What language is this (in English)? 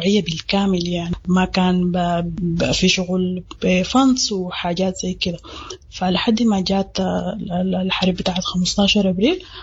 Sudanese Arabic